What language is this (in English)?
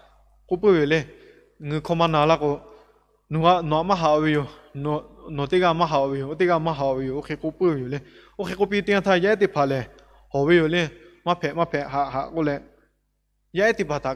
Lahu